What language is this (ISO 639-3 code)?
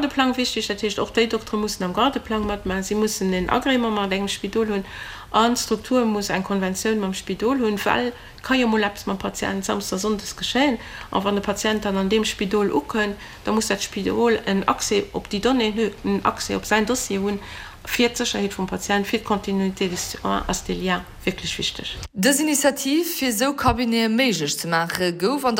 ltz